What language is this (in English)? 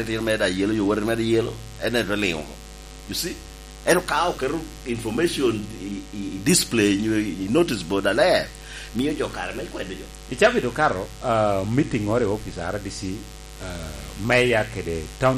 Lango (Uganda)